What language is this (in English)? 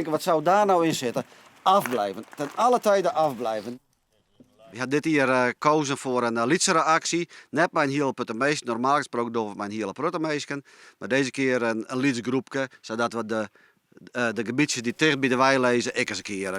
Western Frisian